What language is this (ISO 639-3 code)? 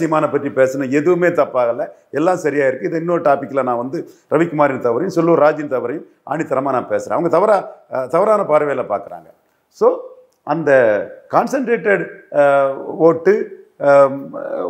tam